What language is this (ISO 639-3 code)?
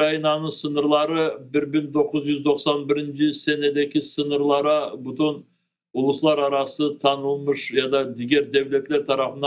crh